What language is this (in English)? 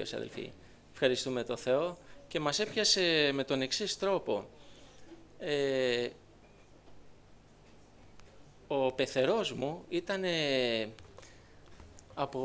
Greek